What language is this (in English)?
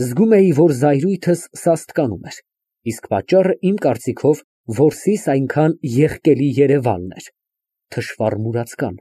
Armenian